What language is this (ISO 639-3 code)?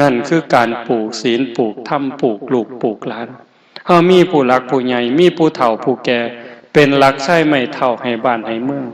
tts